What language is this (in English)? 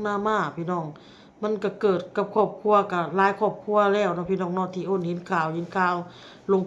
Lao